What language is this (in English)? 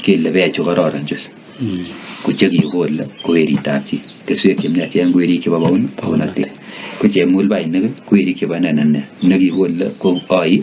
Kalenjin